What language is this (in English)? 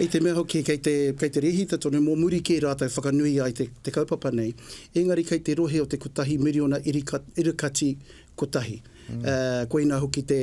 Māori